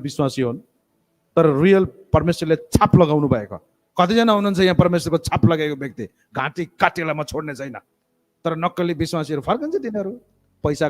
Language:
Nepali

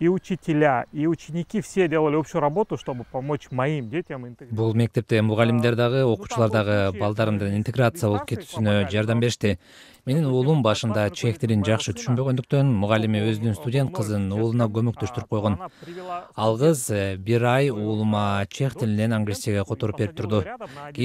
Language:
Kyrgyz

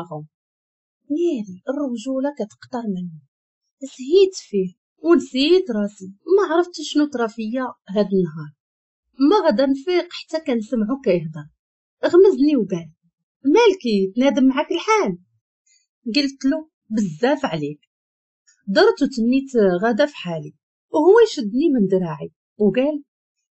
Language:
Moroccan Arabic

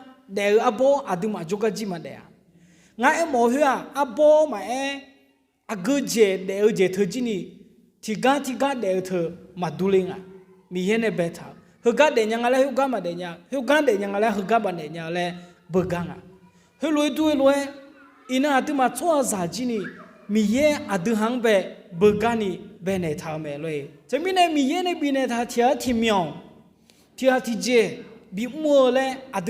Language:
Akha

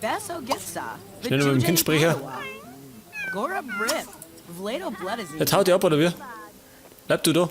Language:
Bavarian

